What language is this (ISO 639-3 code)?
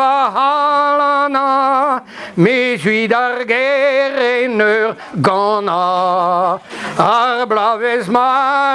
bre